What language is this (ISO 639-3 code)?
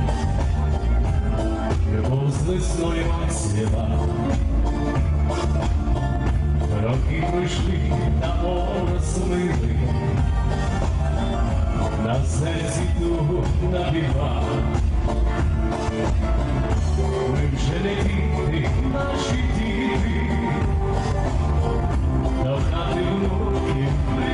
ukr